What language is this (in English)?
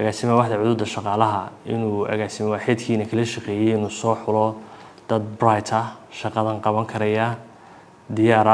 Somali